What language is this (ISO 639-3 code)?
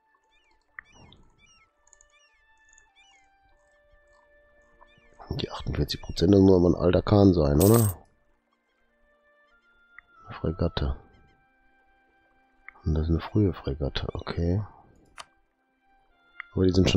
deu